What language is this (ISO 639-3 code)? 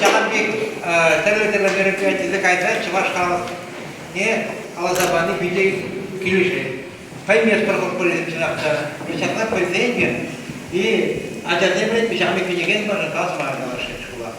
chv